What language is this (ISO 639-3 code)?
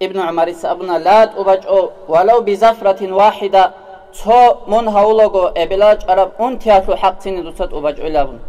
ava